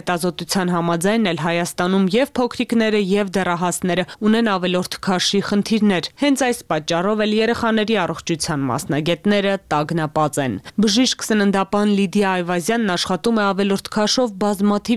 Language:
Armenian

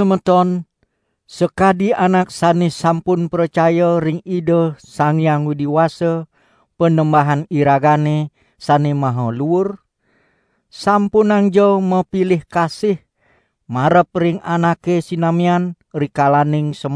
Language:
Balinese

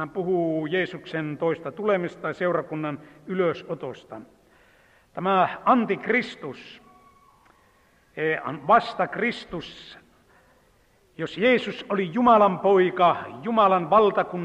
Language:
Finnish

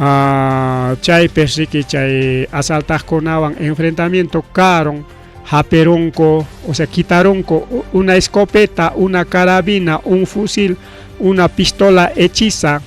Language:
Ayacucho Quechua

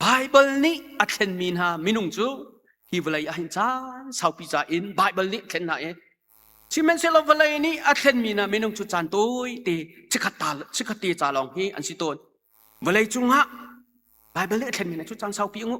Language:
Hakha Chin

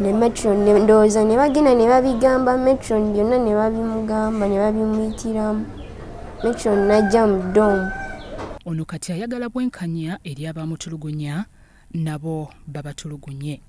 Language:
Ganda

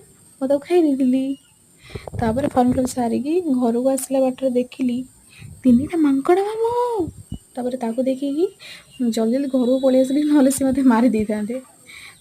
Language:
Odia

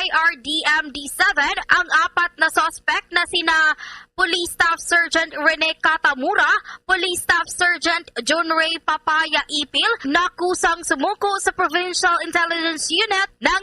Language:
Hiligaynon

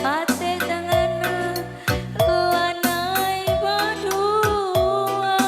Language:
Batak Karo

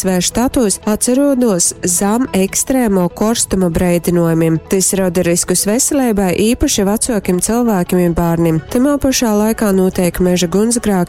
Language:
Latgalian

